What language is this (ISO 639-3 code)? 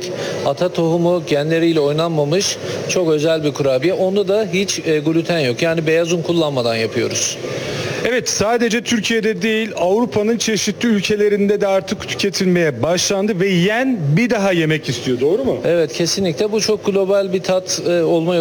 tur